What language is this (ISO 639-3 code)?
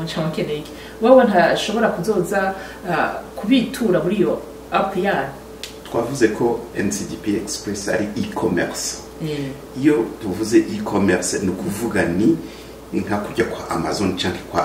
run